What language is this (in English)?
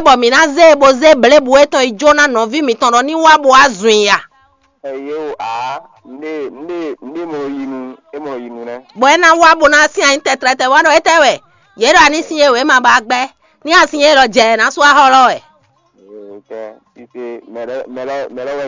Fon